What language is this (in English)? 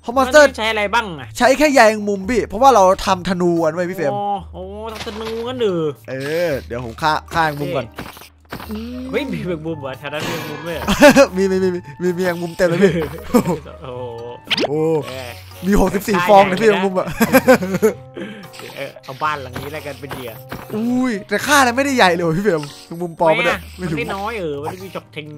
Thai